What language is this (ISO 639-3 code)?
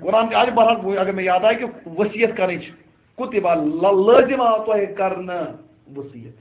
kas